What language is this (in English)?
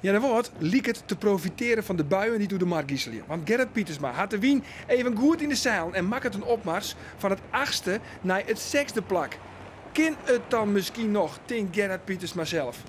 Western Frisian